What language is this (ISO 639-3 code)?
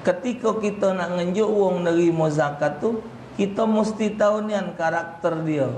mui